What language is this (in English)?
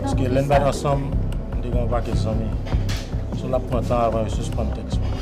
Haitian Creole